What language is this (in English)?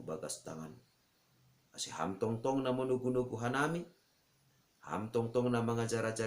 Batak Simalungun